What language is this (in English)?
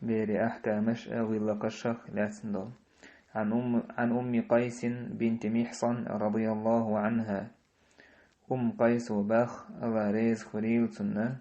Chechen